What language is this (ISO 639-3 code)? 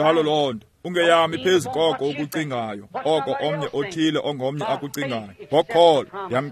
xho